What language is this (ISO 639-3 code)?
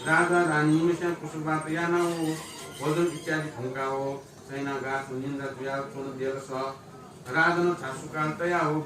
new